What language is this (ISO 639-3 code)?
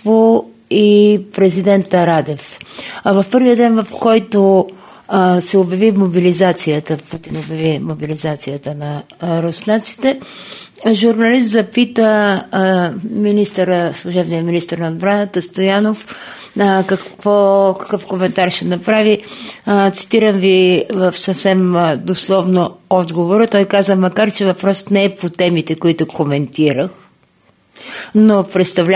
bul